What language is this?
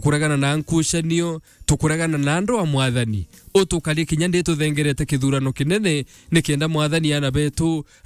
Meru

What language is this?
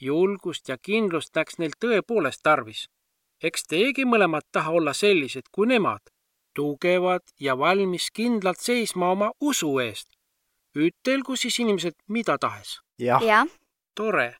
Estonian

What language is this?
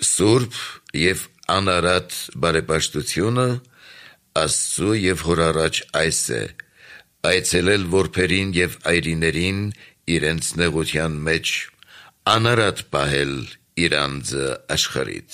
Armenian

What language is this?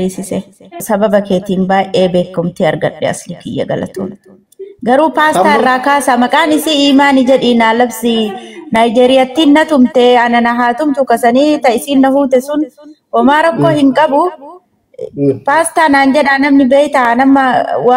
Oromo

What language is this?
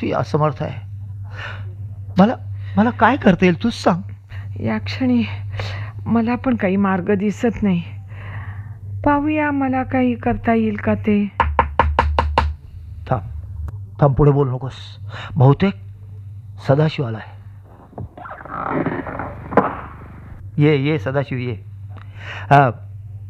Marathi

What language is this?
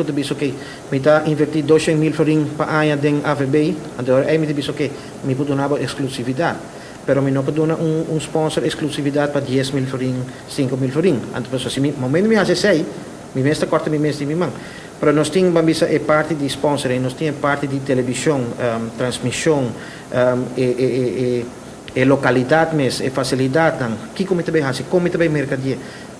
Papiamento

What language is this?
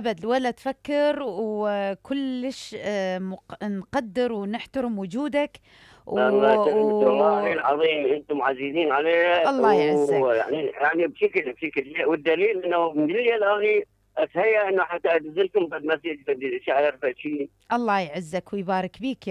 Mesopotamian Arabic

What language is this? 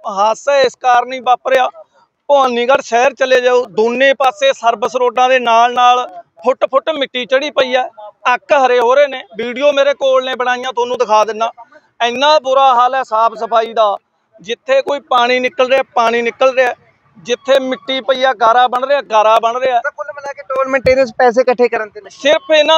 Punjabi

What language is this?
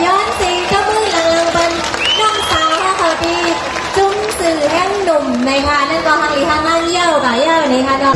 Shan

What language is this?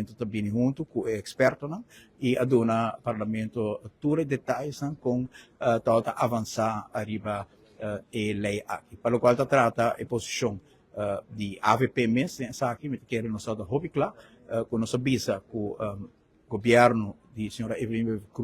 Papiamento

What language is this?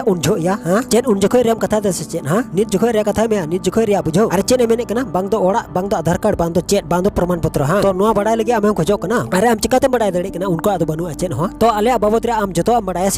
Santali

